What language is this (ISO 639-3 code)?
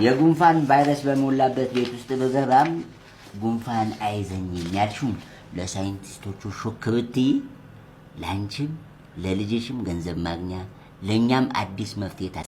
amh